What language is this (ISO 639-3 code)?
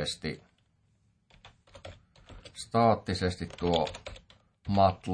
fin